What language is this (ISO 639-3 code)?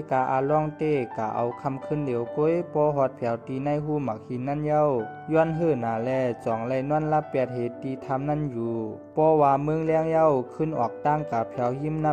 shn